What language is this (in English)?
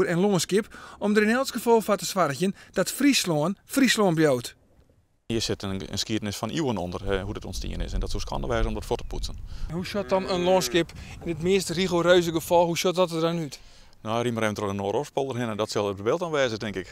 Western Frisian